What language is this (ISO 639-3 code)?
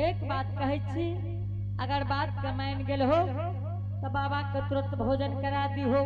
anp